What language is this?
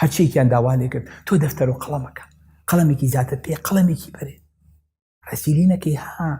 Central Kurdish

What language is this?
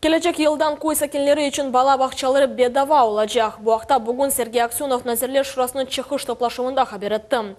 Crimean Tatar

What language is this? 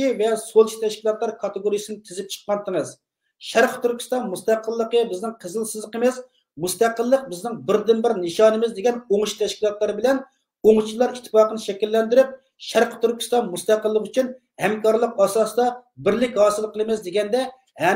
Uyghur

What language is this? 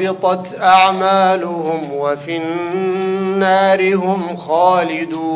Central Kurdish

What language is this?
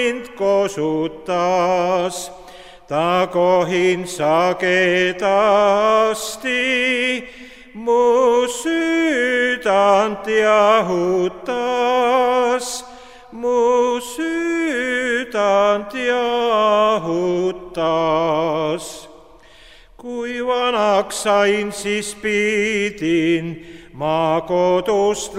Estonian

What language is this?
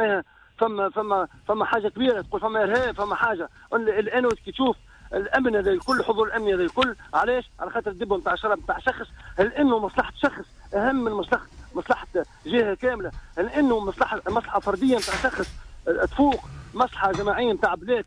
Tunisian Arabic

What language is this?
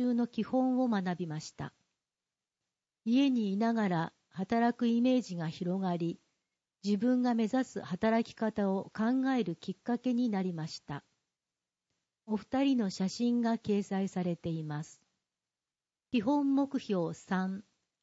Japanese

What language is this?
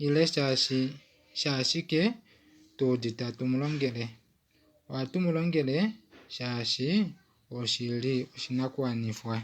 Kuanyama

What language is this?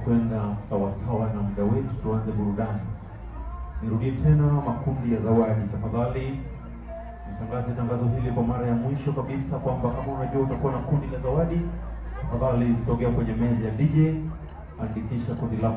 Swahili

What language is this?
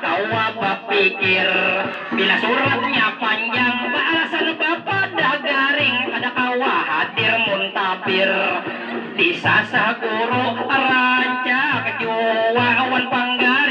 Banjar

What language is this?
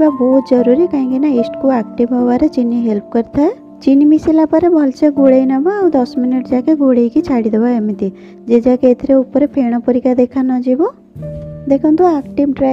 Odia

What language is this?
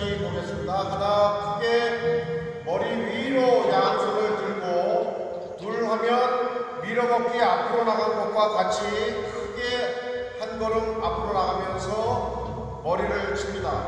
Korean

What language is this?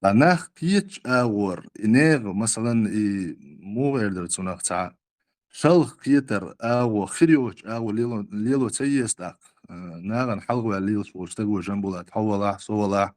Chechen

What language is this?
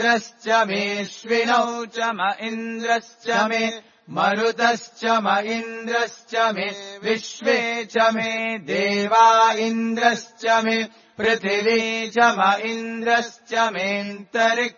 Sanskrit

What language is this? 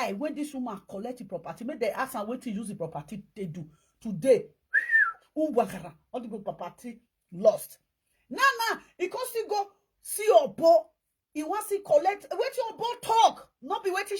Nigerian Pidgin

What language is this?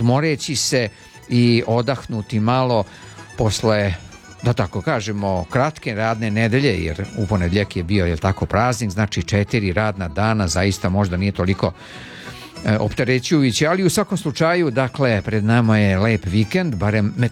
Serbian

